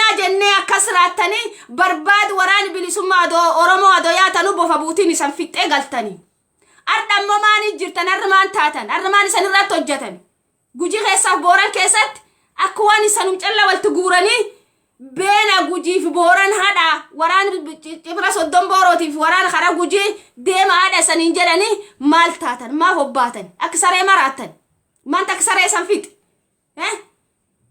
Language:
Oromo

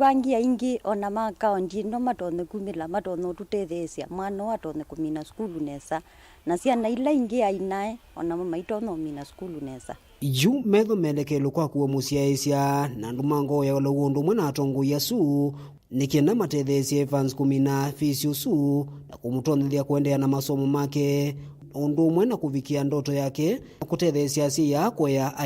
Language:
Kamba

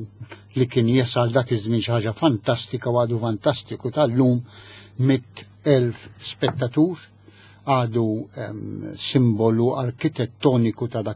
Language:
Maltese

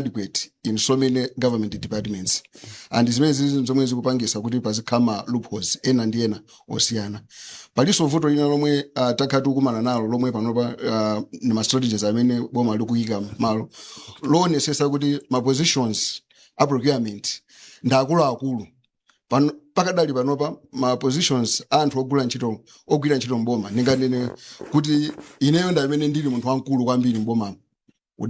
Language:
Nyanja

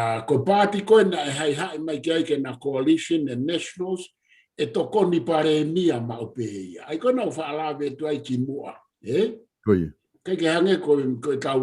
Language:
Tongan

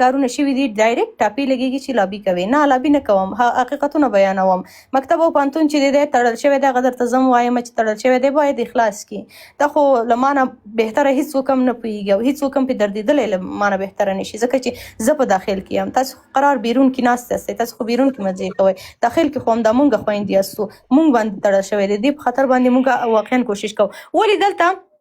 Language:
Pashto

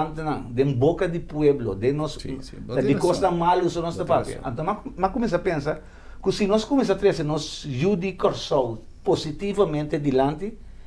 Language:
Papiamento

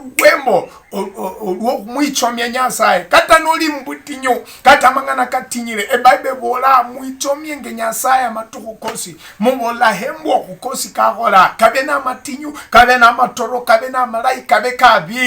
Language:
Luyia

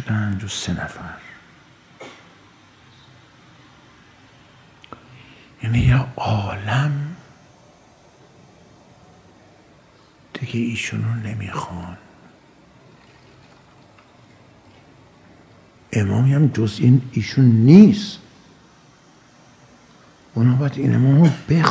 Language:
Persian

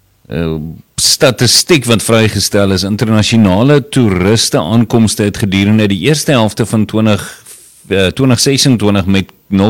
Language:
Afrikaans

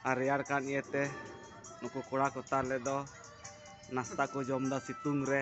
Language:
Santali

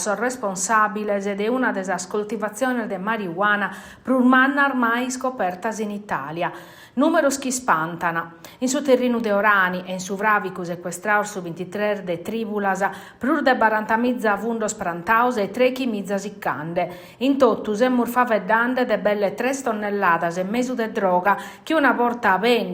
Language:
Sardinian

